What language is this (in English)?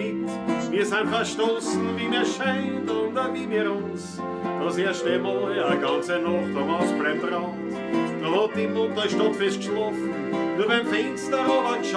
Bavarian